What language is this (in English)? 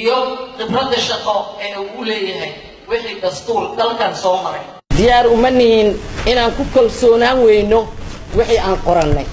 Somali